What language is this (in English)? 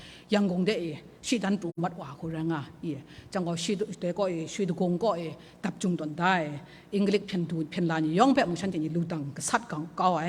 Kachin